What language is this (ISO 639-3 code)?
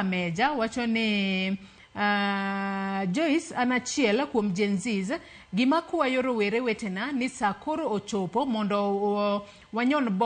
luo